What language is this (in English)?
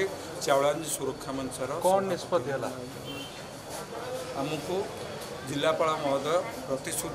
Odia